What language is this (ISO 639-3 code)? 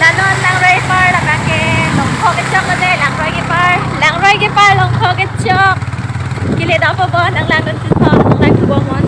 mjw